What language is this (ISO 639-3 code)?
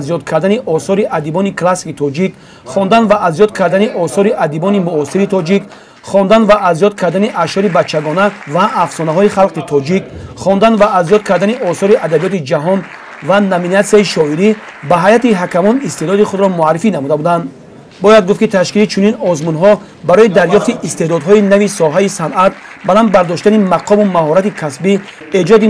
tgk